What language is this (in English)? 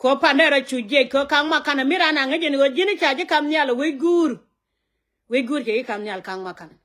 Nuer